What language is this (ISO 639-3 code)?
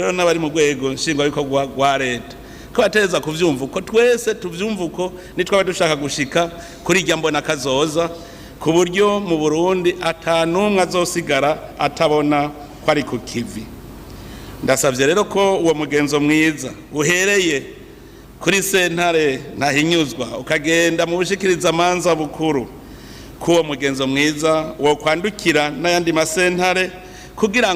run